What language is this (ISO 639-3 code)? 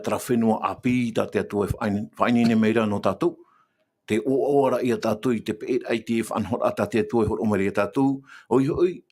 tah